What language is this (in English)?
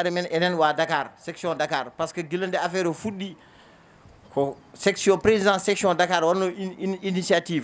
Fula